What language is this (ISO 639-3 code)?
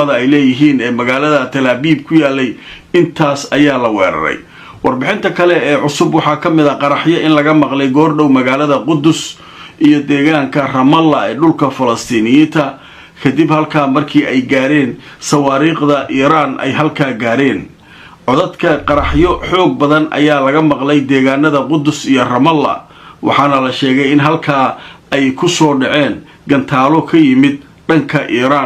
som